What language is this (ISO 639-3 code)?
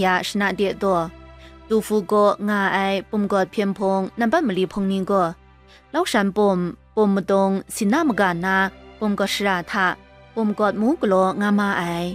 kac